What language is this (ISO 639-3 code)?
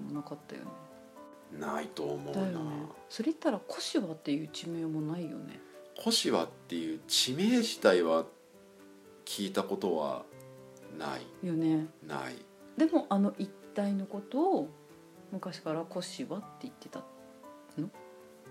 jpn